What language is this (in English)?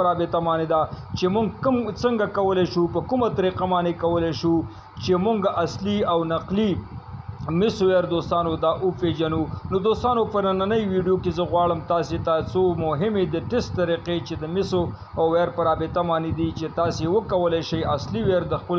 Pashto